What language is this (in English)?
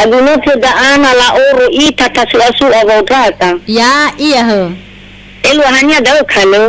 Nias